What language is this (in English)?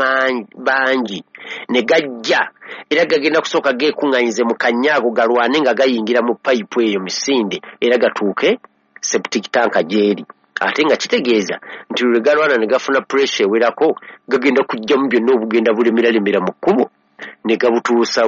Ganda